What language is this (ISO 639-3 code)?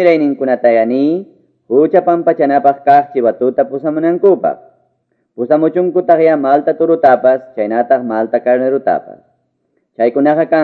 que